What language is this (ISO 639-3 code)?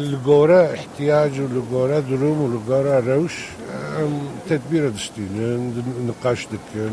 kur